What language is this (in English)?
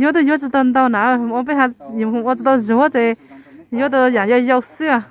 Hmong